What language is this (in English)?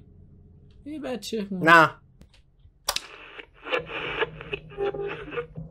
Persian